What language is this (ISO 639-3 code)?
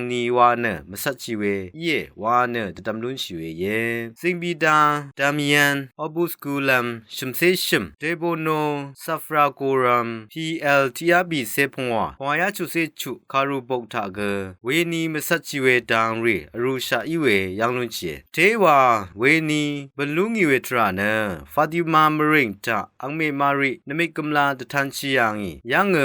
raw